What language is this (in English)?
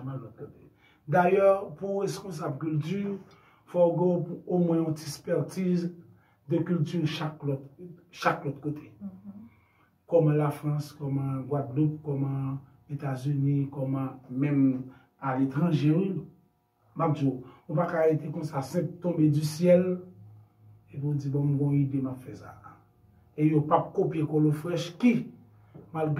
Haitian Creole